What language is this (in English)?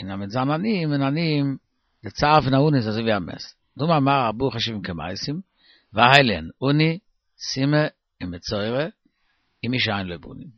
Yiddish